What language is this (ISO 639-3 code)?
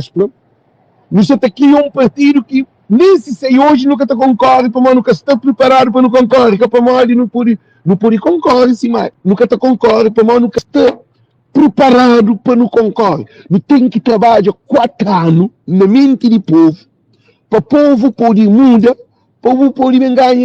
kea